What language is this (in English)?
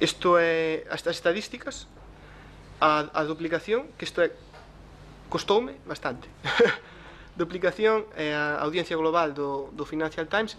Galician